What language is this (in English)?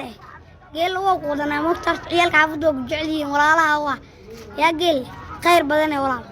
Somali